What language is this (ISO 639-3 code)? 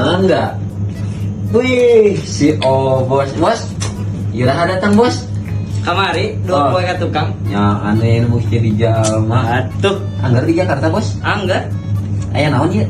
sun